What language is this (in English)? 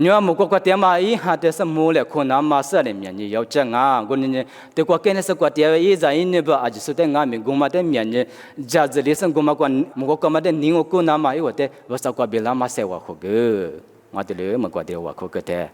Lisu